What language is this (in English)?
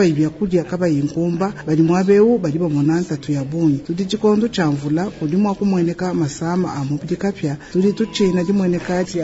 Luba-Lulua